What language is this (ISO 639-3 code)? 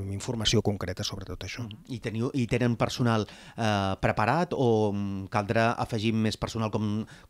cat